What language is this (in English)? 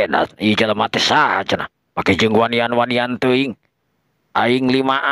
Sundanese